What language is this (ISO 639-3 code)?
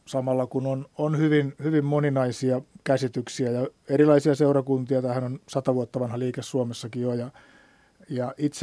fin